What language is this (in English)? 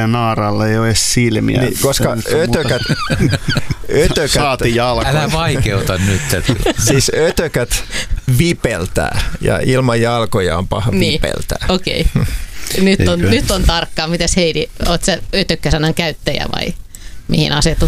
Finnish